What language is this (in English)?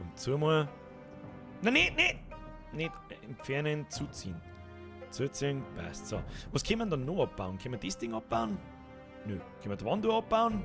Bavarian